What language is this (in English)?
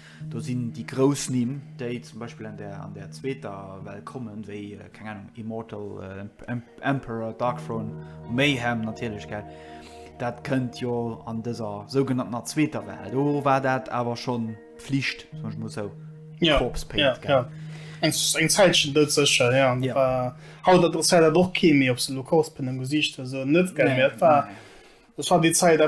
Luxembourgish